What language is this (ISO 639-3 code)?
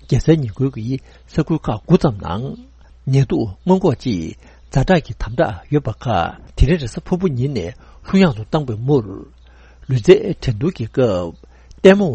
bod